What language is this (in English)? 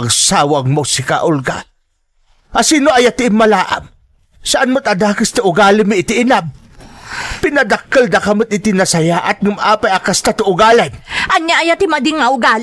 Iloko